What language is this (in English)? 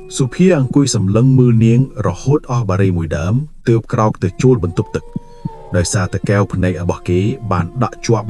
Khmer